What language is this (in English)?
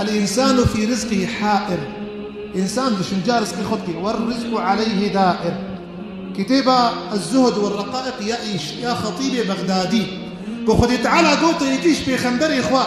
Kurdish